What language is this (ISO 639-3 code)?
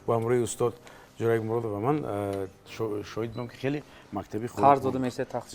tgk